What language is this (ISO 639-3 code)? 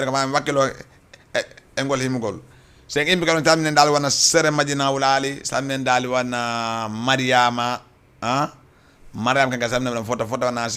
ful